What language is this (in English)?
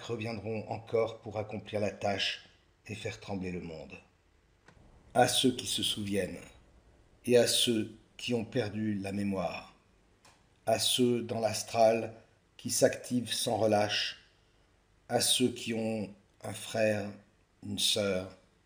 French